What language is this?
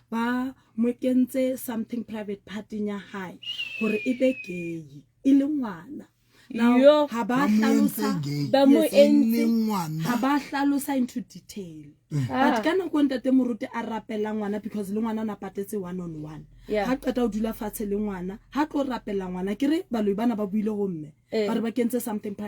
Southern Sotho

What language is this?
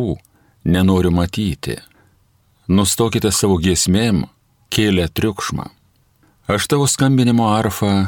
Lithuanian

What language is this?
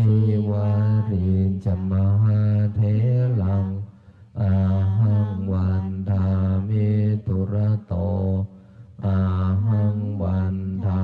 Pali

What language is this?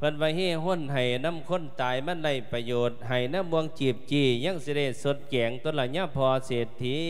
Lao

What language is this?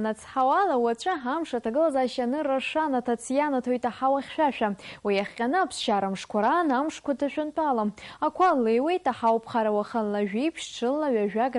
Abkhazian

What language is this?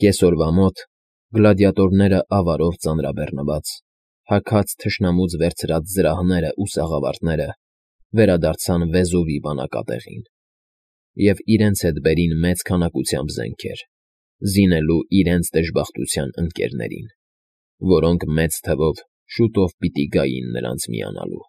Armenian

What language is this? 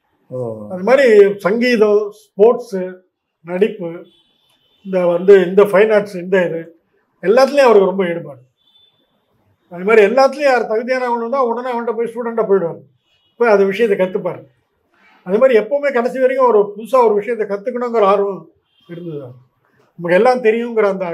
Tamil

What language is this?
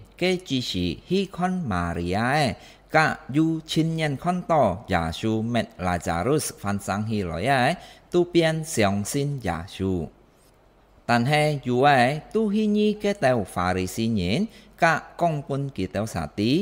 Hakka Chinese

